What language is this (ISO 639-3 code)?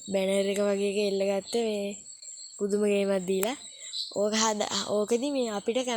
sin